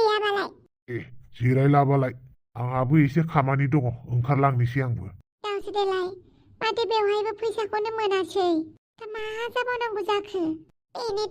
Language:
Bodo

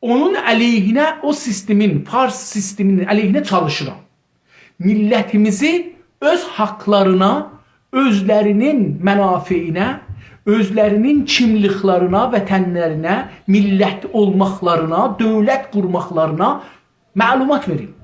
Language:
South Azerbaijani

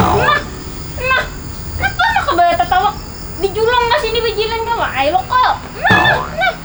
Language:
Banjar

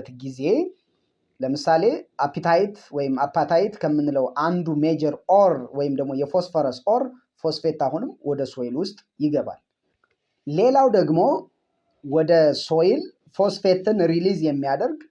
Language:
Amharic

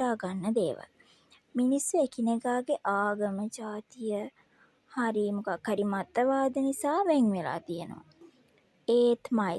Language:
Sinhala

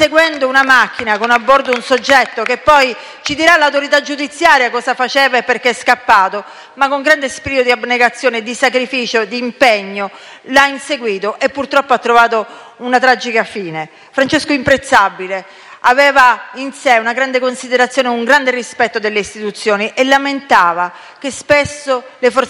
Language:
Italian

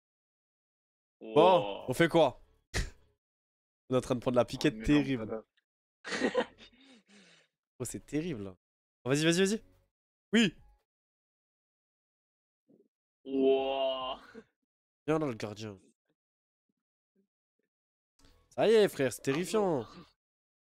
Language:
French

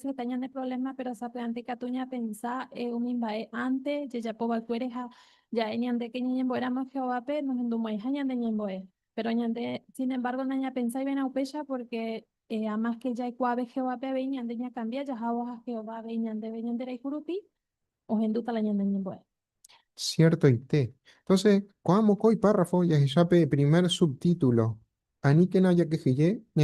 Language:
Guarani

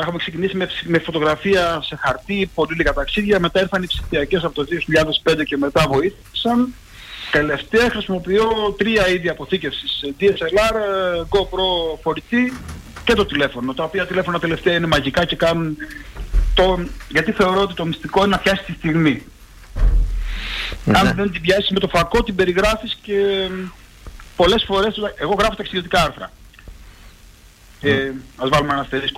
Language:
Greek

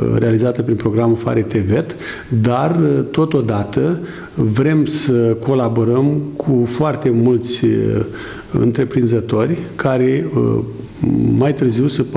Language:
Romanian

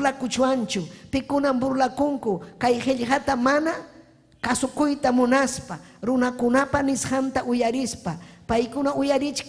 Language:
Ayacucho Quechua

